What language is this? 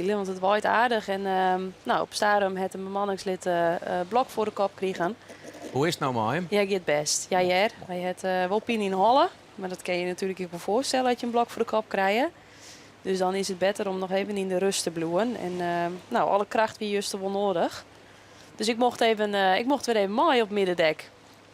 Western Frisian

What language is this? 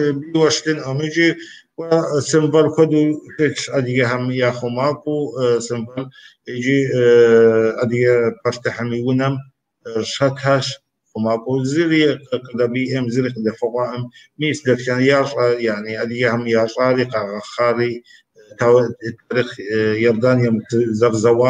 Kabardian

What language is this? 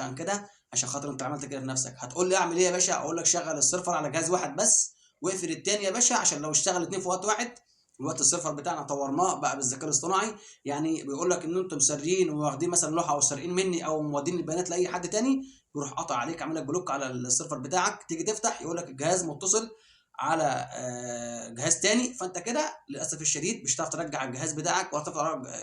Egyptian Arabic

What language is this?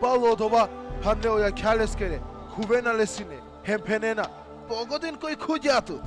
Balkan Romani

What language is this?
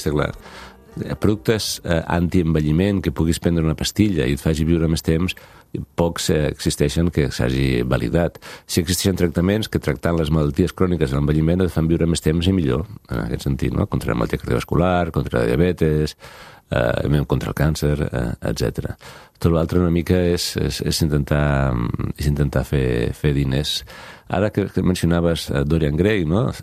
Catalan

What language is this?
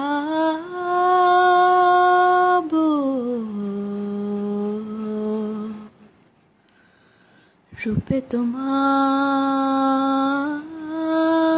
Bangla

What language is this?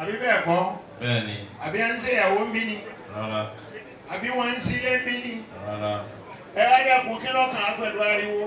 Yoruba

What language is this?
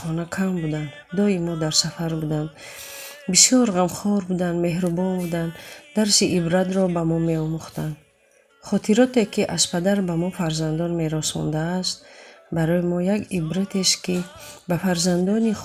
Tajik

